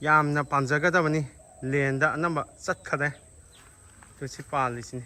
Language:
Manipuri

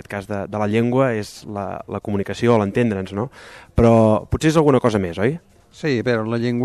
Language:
Catalan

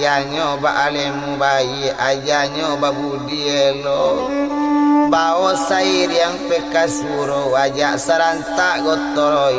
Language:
Minangkabau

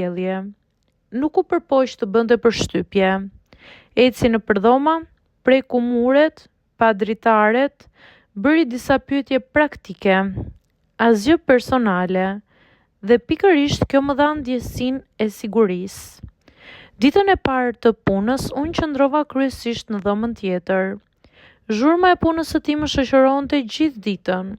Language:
Albanian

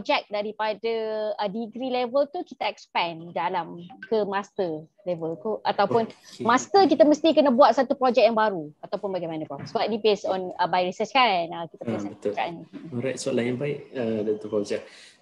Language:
Malay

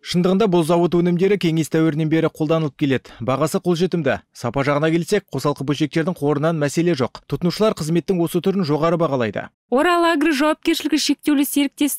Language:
Kazakh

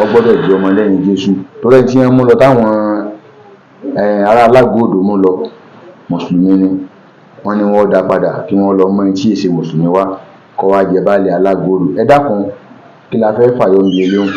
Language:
Yoruba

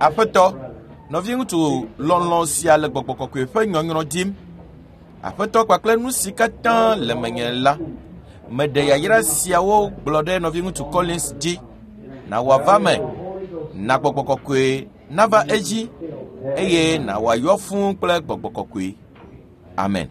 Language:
Ewe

